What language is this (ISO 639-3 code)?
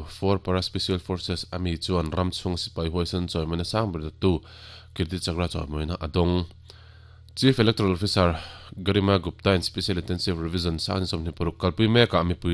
lus